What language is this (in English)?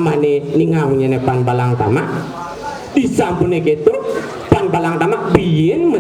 Balinese